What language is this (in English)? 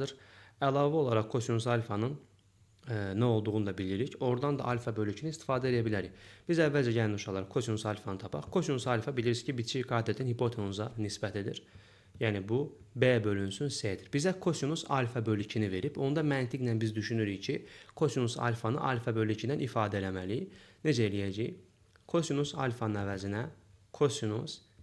Azerbaijani